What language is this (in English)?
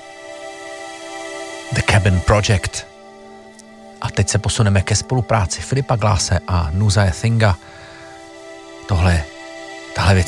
Czech